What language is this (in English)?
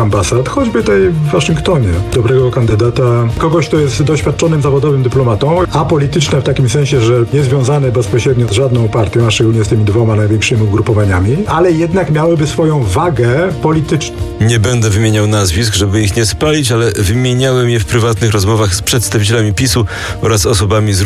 Polish